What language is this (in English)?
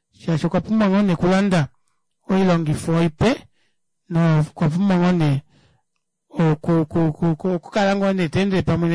Kuanyama